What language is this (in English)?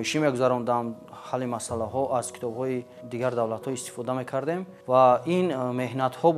Tajik